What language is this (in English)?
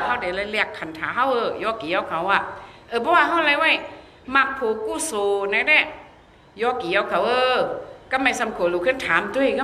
Shan